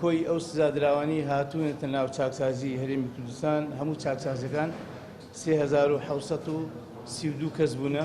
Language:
Central Kurdish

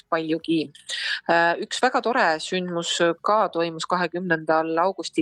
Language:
Estonian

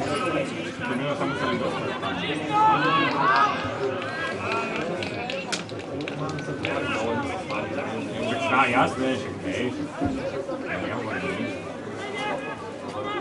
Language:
Slovak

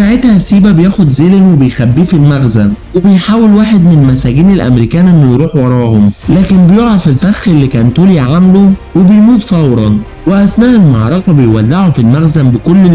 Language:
Egyptian Arabic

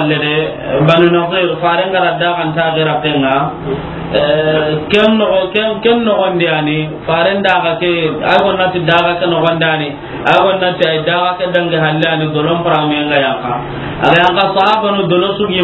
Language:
Soninke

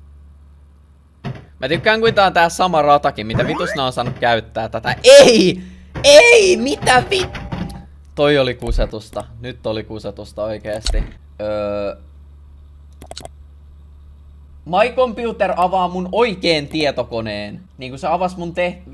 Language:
Finnish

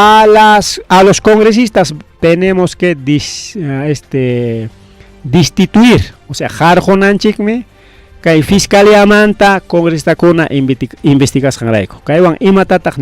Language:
Ayacucho Quechua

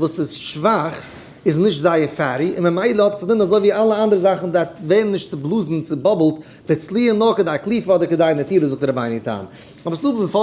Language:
Yiddish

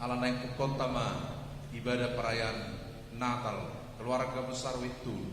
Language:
Batak Toba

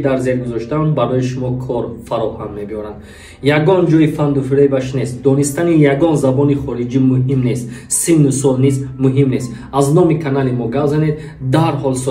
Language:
Tajik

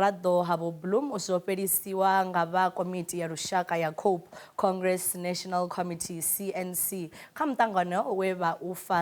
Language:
Venda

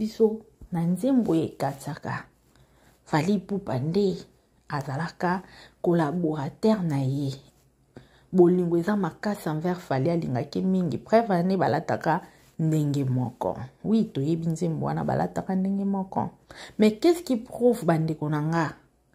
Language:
Lingala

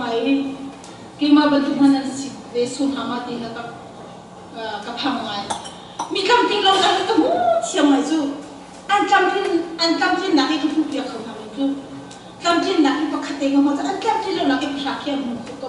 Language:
Hakha Chin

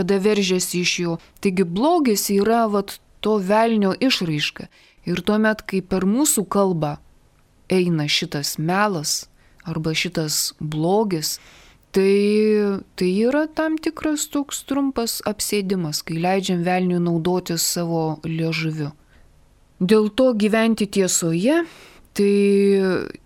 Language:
Lithuanian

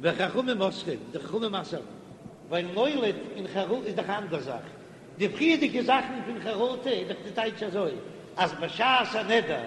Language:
Yiddish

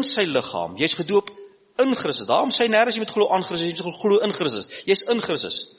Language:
Afrikaans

